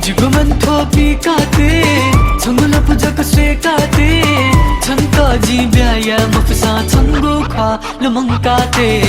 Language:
Newari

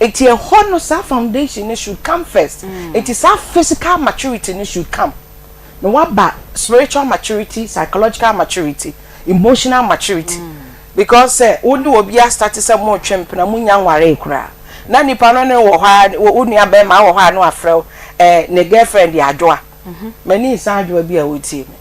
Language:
Akan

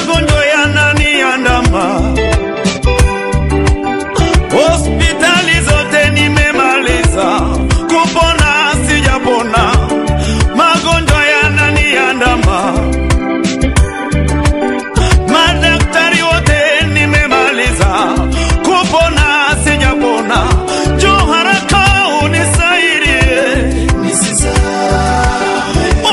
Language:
Swahili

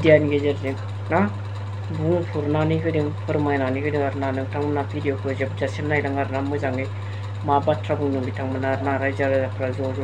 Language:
Bodo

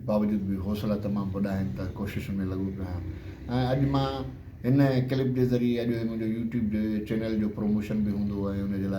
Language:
Sindhi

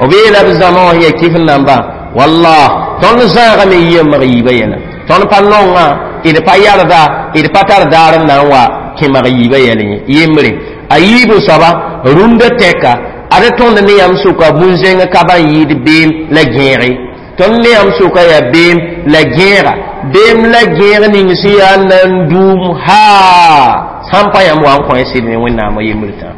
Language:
Mossi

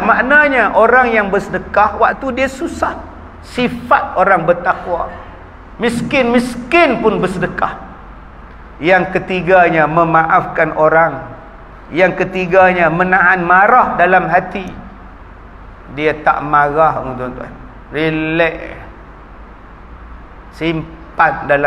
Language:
Malay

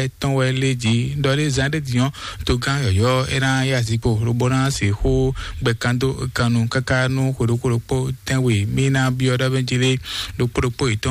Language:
Fon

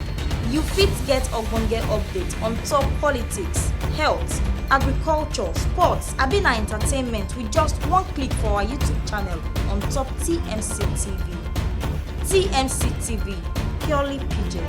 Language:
Nigerian Pidgin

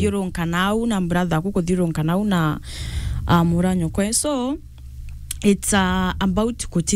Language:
Meru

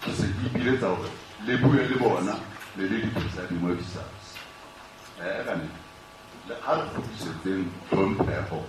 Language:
Southern Sotho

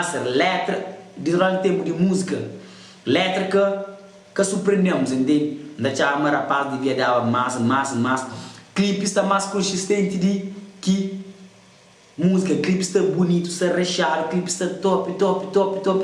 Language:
Kabuverdianu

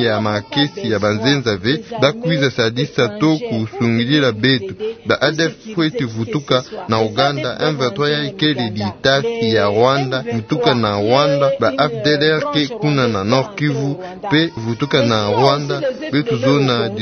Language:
Kituba (Democratic Republic of Congo)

